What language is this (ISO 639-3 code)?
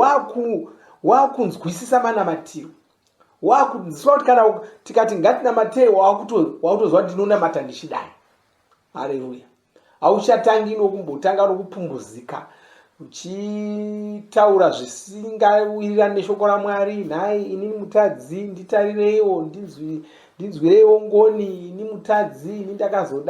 sna